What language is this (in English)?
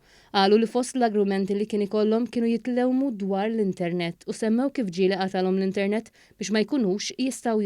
Maltese